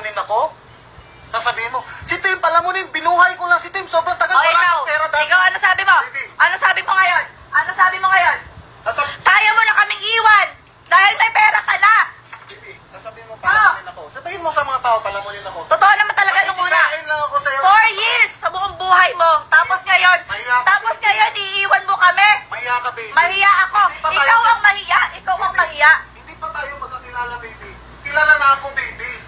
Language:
Filipino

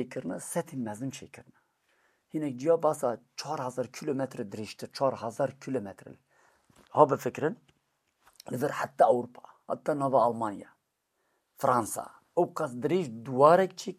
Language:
Kurdish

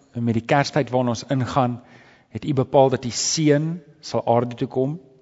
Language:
Afrikaans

